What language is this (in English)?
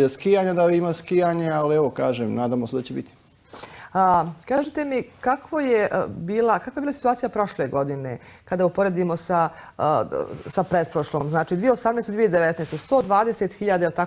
Bosnian